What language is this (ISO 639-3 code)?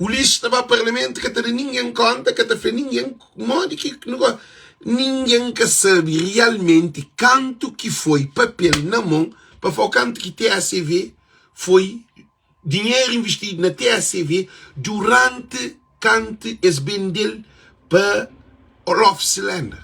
kea